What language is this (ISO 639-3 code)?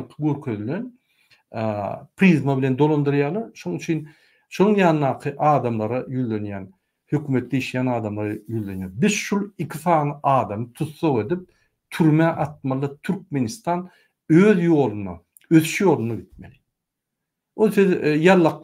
tuk